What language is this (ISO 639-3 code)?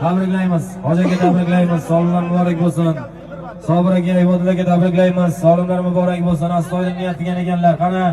uzb